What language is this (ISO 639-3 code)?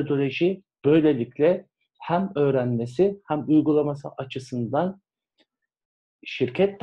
tur